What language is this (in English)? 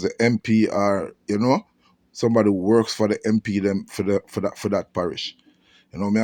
Jamaican Creole English